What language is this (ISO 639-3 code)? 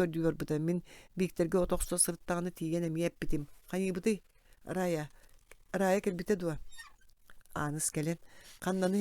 sah